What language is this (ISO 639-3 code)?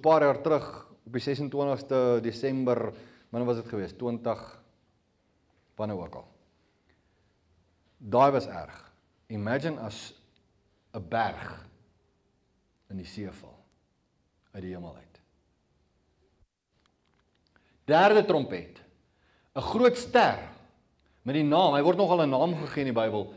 afr